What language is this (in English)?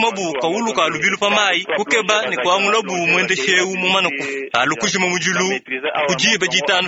Luba-Lulua